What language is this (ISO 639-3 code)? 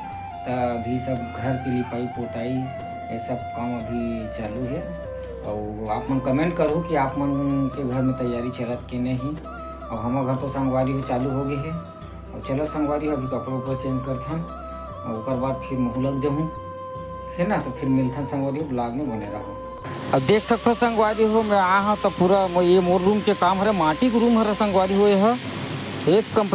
hne